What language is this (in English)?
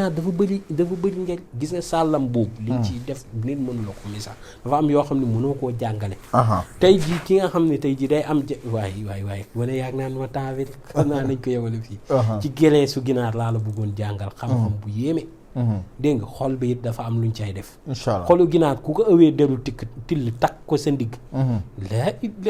Wolof